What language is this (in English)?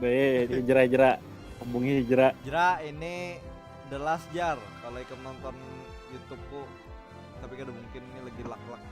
Banjar